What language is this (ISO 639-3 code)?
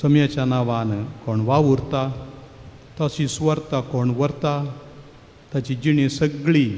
kok